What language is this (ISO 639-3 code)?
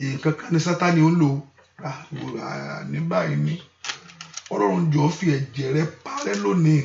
yor